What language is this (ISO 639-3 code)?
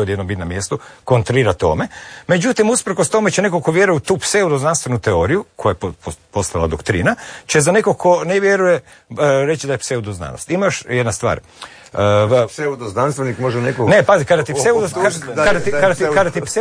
hrv